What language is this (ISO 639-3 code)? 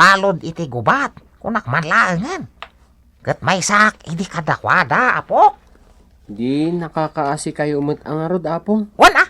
ilo